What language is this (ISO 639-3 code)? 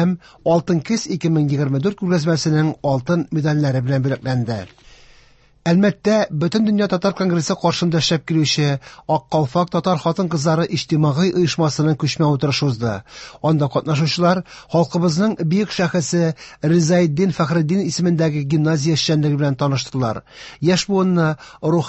tat